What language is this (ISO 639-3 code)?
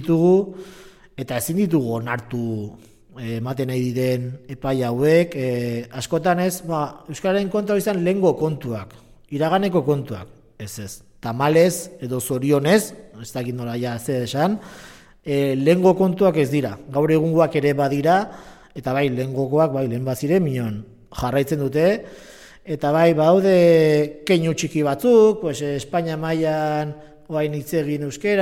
eus